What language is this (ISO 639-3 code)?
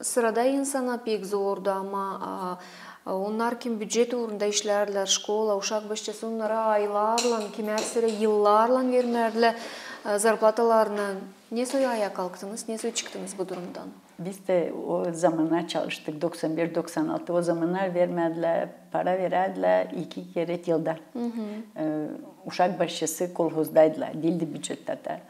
gag